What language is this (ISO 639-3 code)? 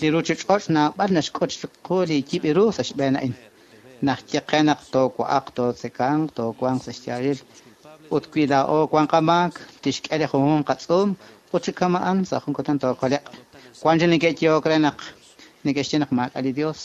kek